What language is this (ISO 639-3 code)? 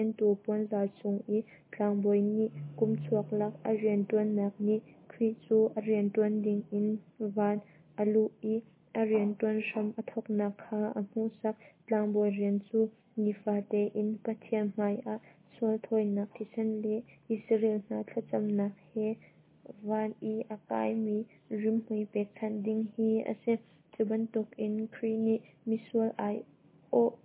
cnh